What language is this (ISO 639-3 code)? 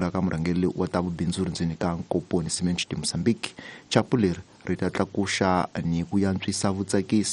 tso